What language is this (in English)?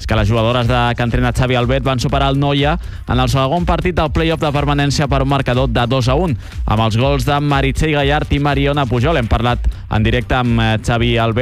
Catalan